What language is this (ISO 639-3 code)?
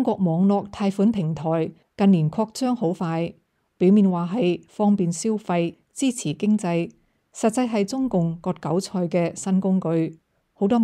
yue